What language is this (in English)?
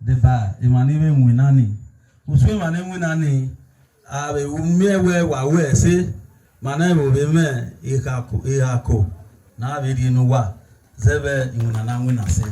Bini